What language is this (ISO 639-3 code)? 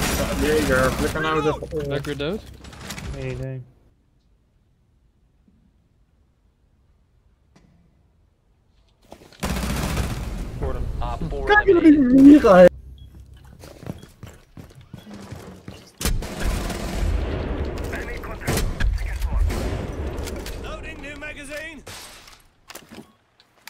nld